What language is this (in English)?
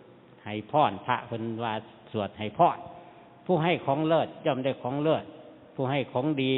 Northeastern Thai